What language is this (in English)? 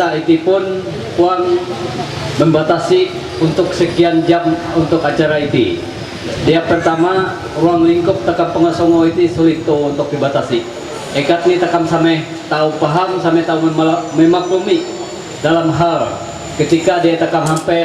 Ma'anyan